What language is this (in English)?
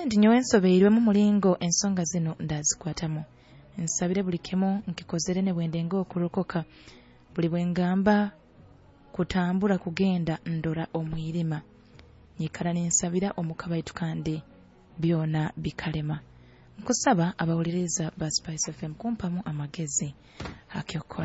Nyoro